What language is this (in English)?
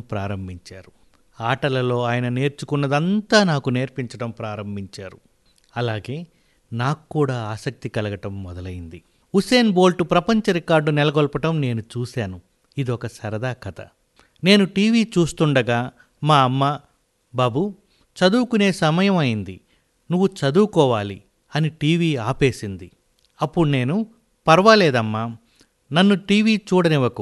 Telugu